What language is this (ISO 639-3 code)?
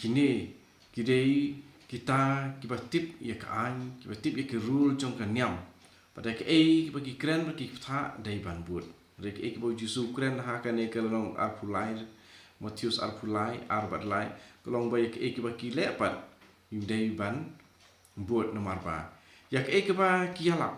kha